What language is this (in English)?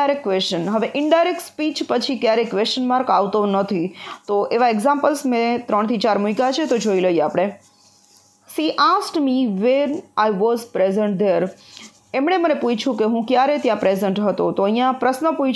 Gujarati